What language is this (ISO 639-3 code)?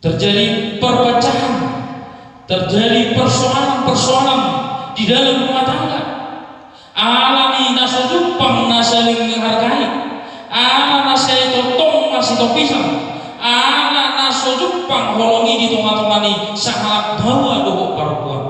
bbc